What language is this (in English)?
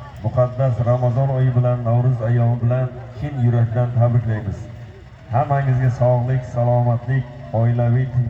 Uzbek